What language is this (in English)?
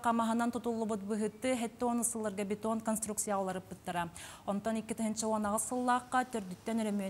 Yakut